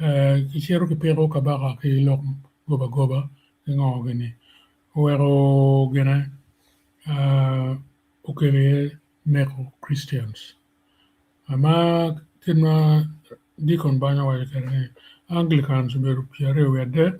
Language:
Acoli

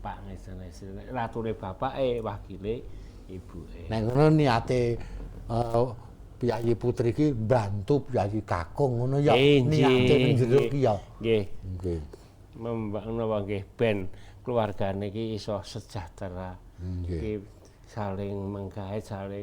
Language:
Javanese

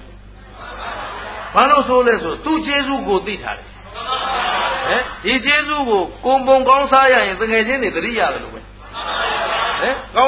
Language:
Burmese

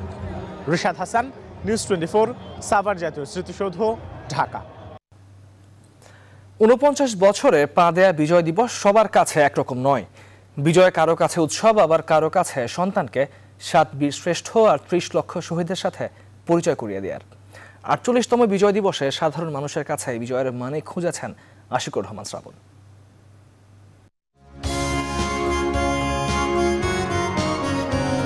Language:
Bangla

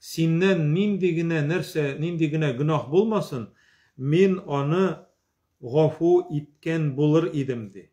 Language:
Tatar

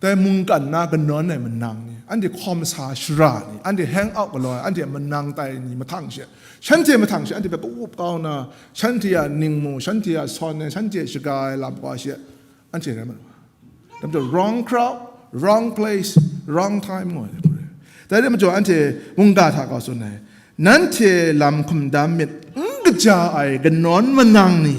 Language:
Kachin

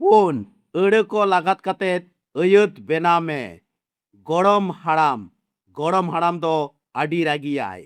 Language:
Santali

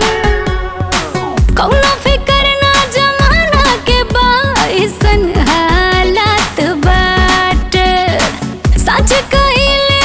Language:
Bhojpuri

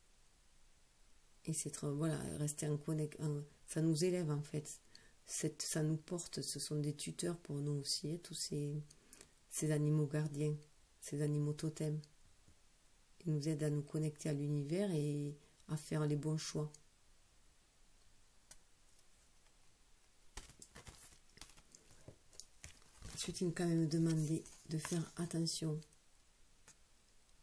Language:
French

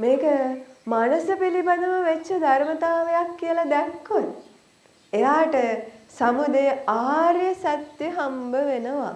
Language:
Sinhala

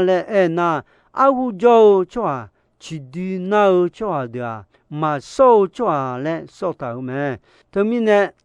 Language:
Akha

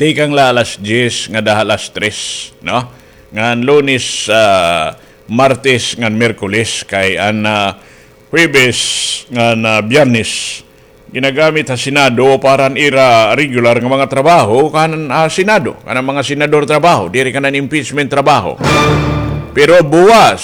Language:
Waray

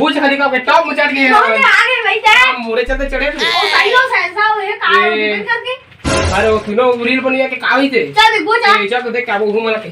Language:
Chhattisgarhi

